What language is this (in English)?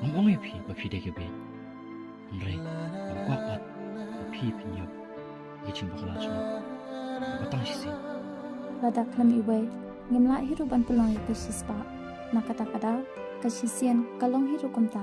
Khasi